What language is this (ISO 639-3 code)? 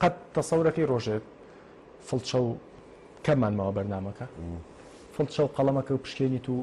ckb